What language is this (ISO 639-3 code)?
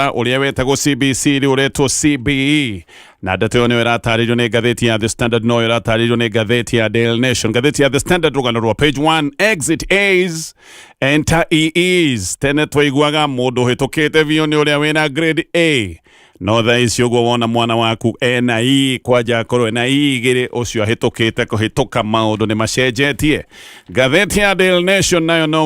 kik